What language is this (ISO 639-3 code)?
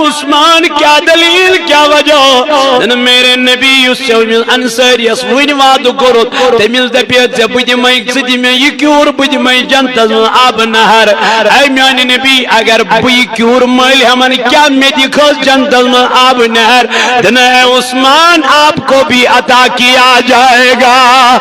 kas